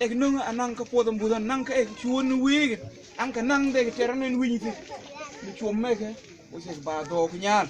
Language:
Mabaan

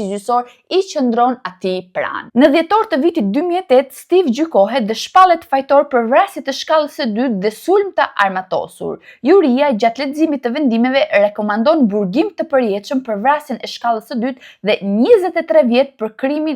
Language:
Albanian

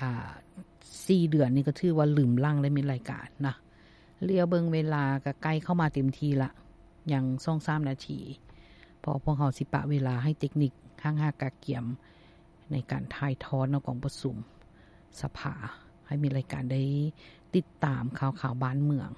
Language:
Lao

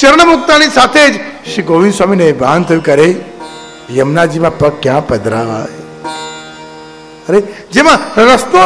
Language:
Gujarati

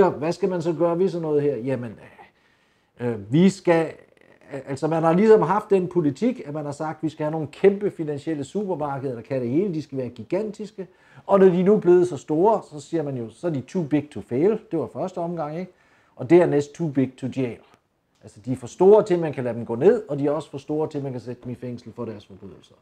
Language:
Danish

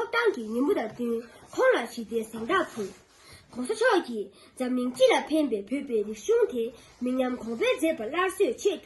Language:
Tibetan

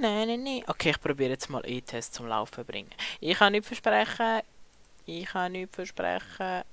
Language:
Swiss German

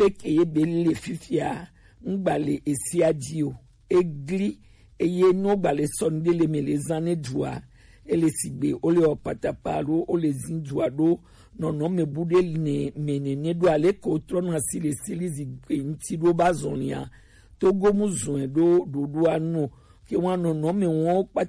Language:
Gen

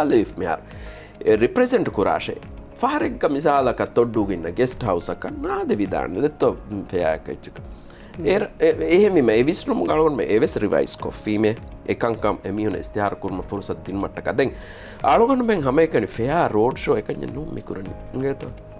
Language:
Divehi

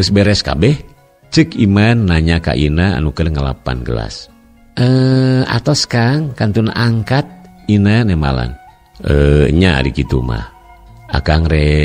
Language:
Sundanese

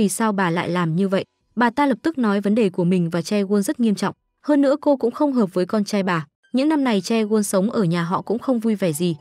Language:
Vietnamese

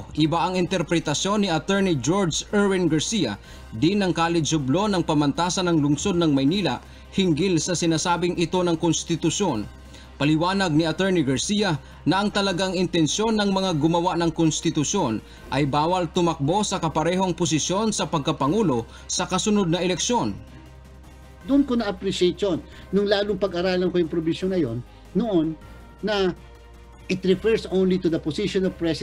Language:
Filipino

